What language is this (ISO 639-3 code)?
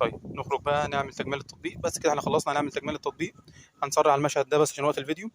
arz